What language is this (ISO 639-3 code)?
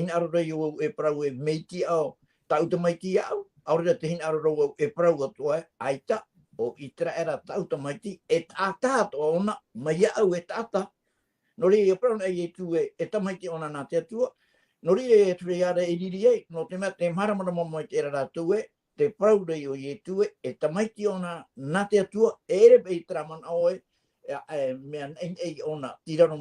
tah